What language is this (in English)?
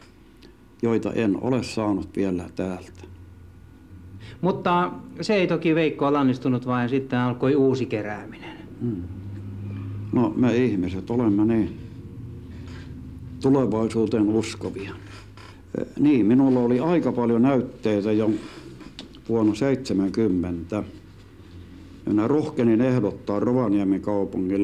Finnish